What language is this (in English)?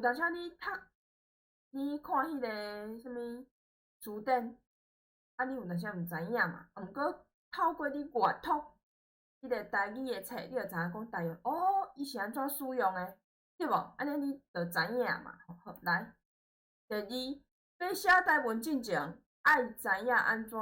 Min Nan Chinese